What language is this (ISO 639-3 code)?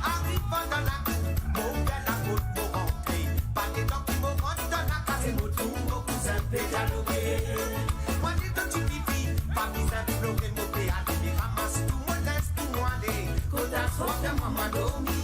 mfe